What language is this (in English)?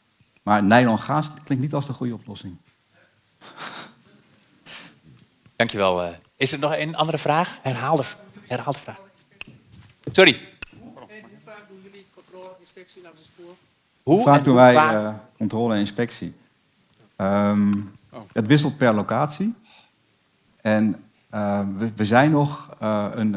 Dutch